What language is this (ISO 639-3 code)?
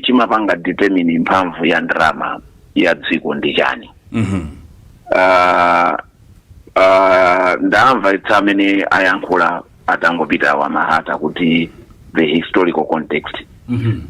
nya